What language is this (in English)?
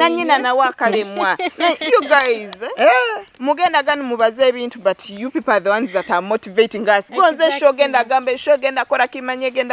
Nyoro